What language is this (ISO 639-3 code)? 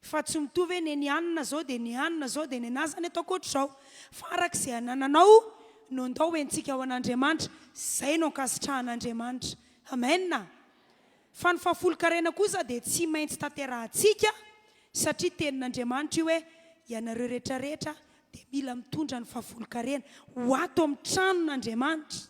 mlg